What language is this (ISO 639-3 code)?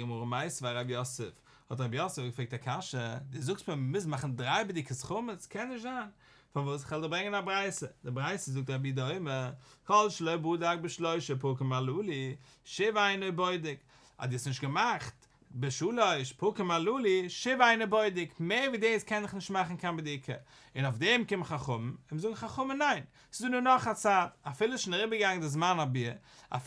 yid